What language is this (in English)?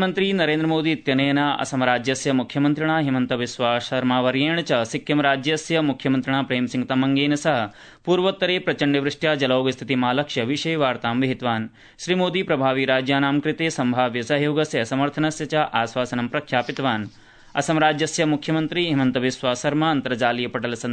Sanskrit